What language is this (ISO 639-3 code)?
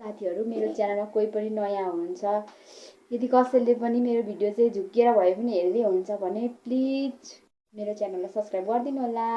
nep